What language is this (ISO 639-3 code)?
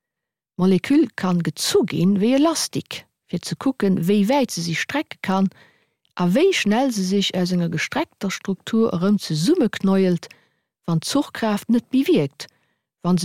ltz